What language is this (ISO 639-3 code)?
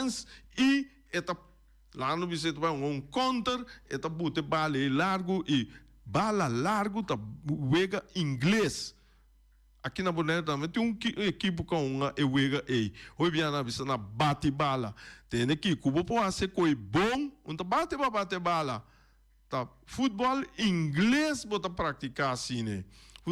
pap